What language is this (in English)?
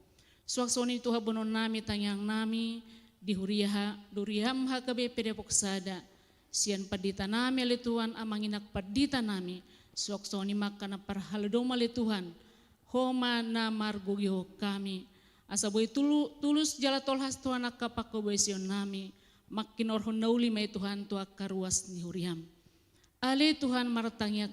Batak Toba